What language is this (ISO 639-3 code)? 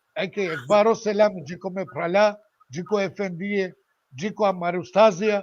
rmn